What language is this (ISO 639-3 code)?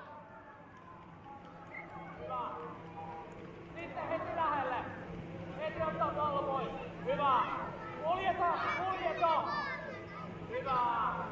fin